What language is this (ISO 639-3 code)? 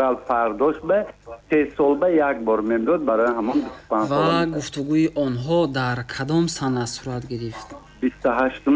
tgk